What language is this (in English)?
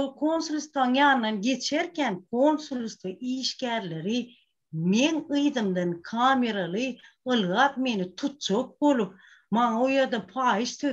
Turkmen